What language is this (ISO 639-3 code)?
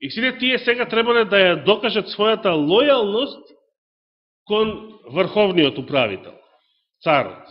mkd